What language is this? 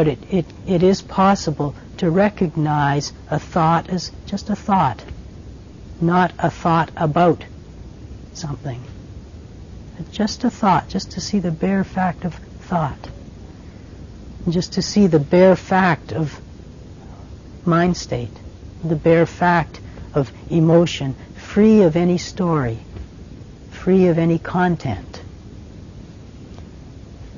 English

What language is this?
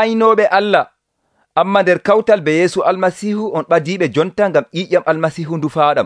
Nigerian Fulfulde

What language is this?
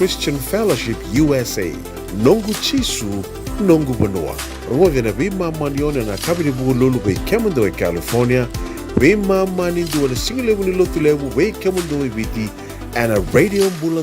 Fijian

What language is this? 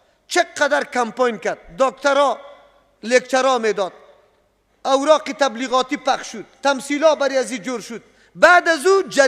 Persian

